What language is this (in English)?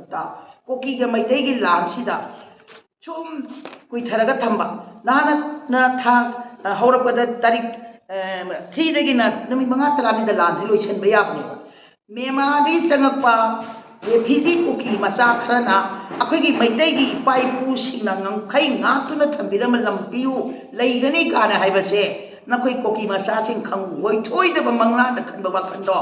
Manipuri